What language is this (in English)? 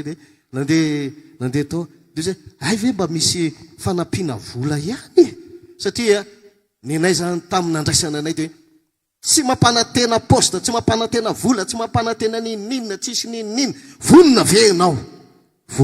Malagasy